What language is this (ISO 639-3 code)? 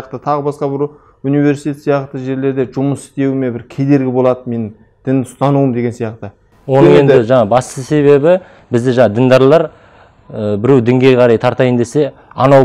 kaz